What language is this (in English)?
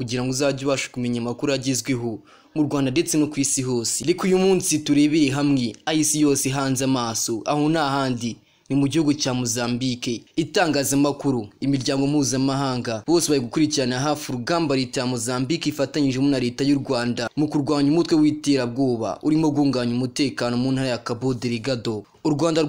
Kinyarwanda